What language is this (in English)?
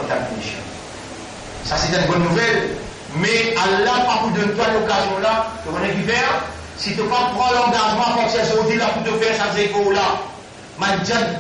Morisyen